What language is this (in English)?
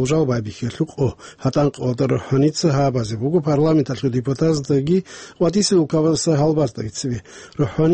Avaric